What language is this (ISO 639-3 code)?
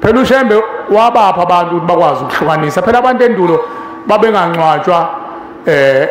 zul